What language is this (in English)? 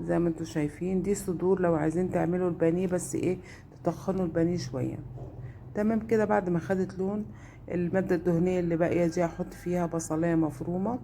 Egyptian Arabic